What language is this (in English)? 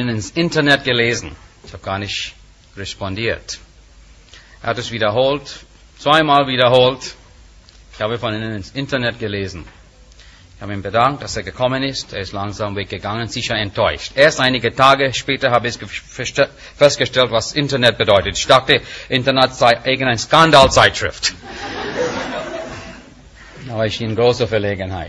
German